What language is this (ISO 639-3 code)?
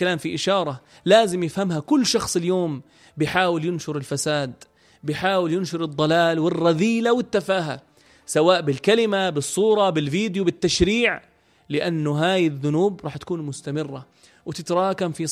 apc